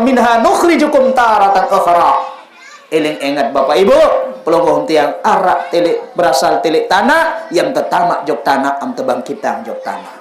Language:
Sasak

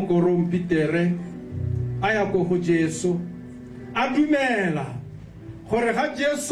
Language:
Tswana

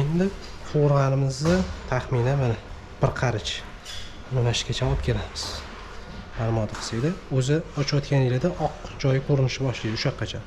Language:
Uzbek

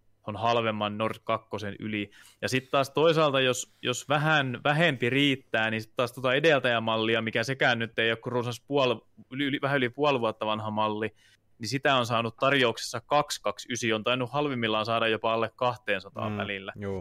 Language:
Finnish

